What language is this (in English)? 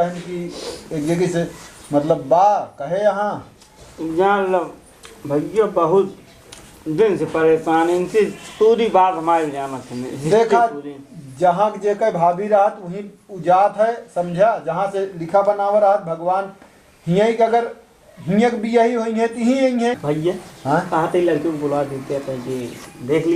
Awadhi